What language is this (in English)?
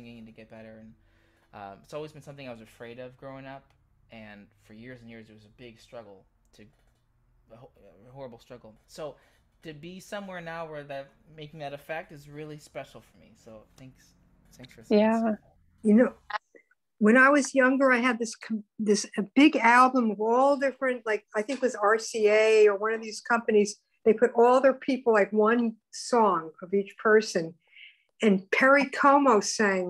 English